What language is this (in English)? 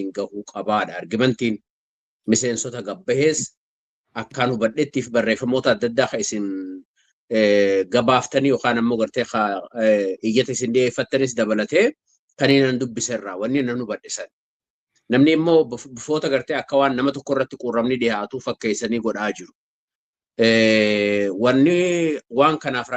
Oromo